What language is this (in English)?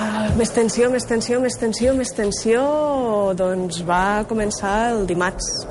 Catalan